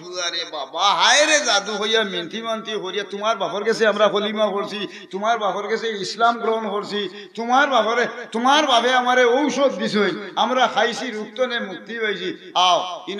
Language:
Sylheti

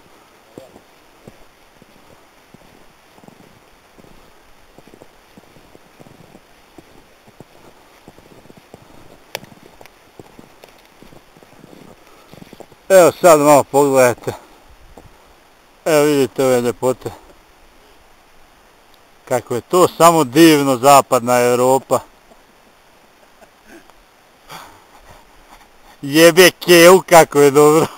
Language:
Croatian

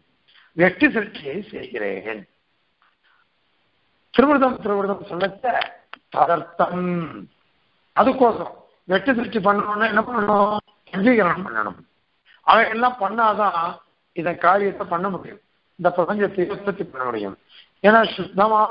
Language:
Tamil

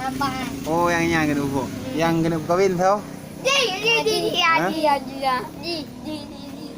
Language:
Achinese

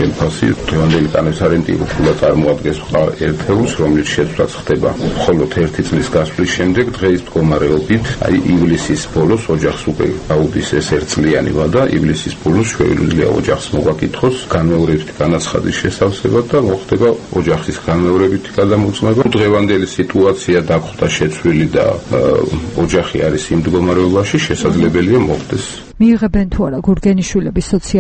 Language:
Georgian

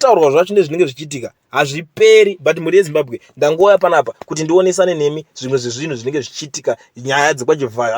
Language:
Shona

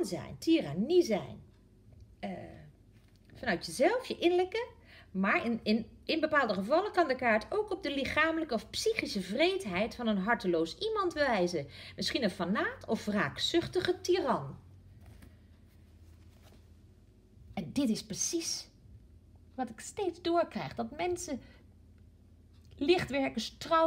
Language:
Dutch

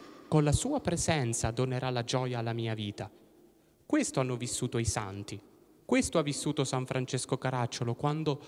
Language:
Italian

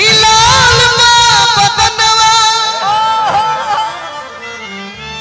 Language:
Bhojpuri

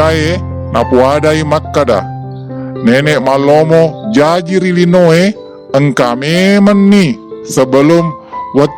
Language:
Buginese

